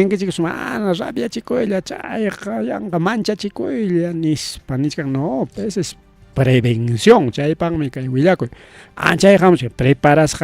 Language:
Ayacucho Quechua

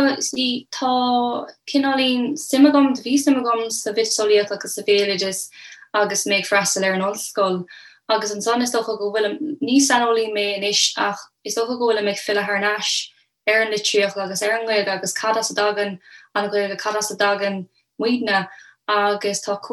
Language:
Irish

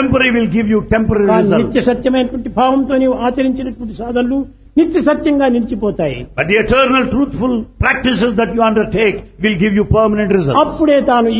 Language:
Telugu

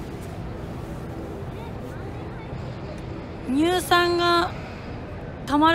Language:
Japanese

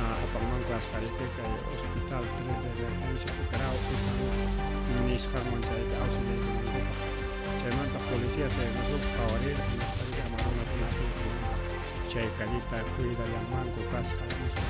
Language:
Ayacucho Quechua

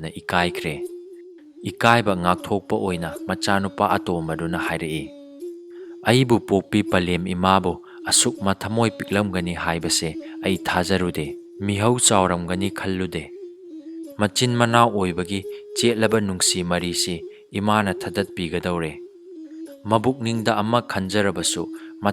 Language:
Manipuri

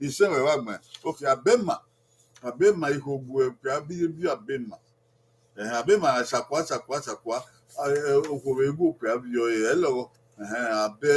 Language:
Bini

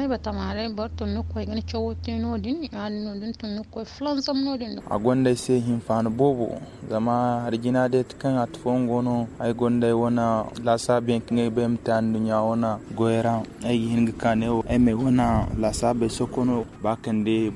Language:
Zarma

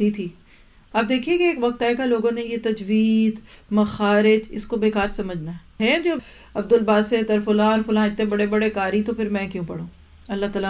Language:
Urdu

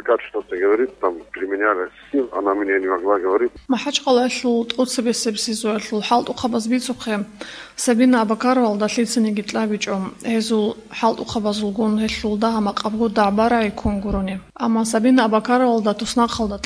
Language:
Avaric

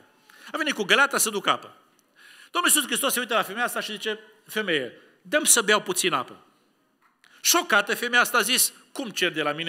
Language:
Romanian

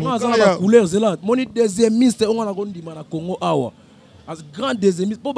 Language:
Lingala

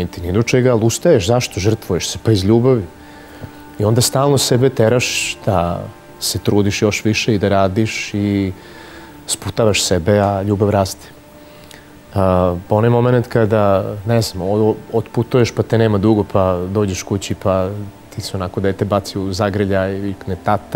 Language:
Serbian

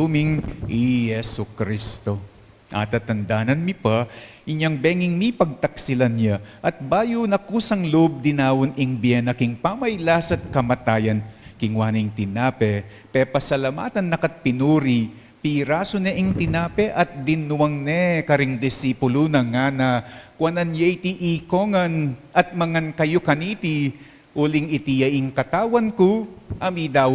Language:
Pampanga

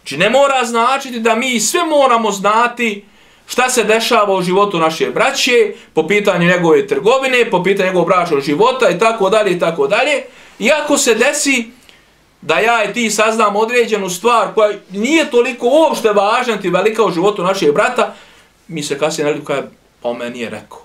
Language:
Bosnian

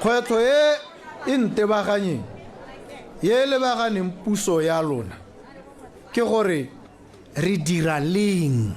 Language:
Tswana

